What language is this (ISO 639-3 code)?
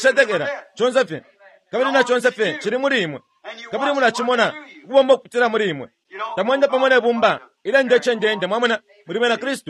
bem